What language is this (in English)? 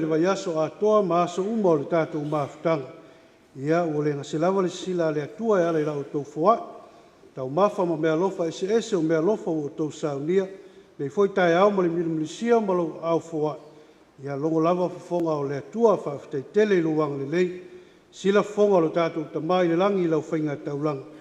Samoan